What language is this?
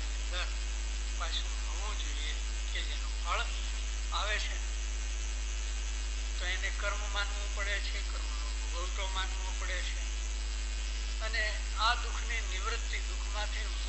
Gujarati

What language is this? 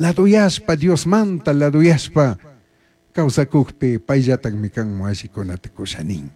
Chimborazo Highland Quichua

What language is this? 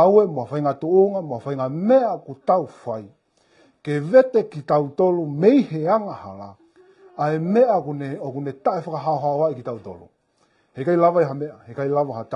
Tongan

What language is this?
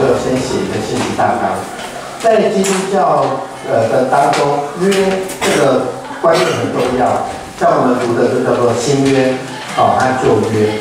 Chinese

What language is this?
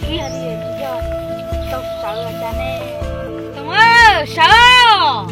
Hmong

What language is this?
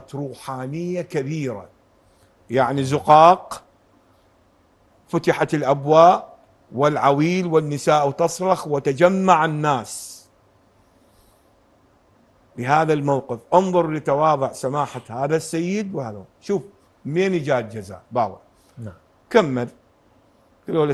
Mesopotamian Arabic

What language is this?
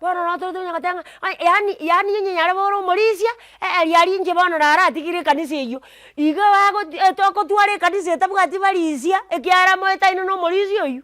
Gusii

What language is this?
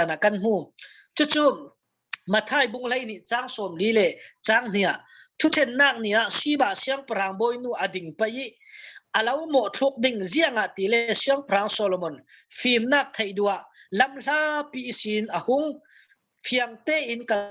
Falam Chin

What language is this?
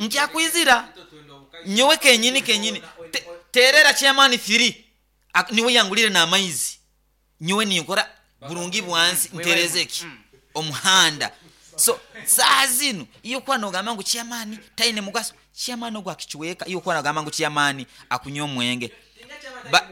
Nyankole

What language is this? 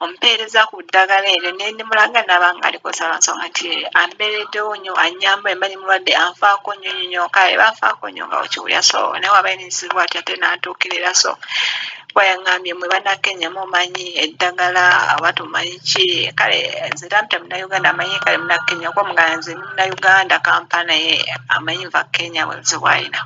Ganda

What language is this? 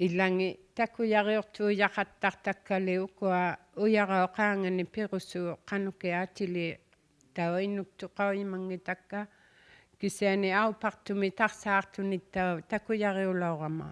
Inuktitut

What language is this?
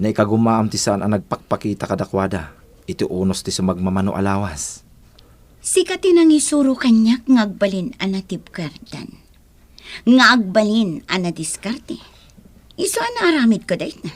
Iloko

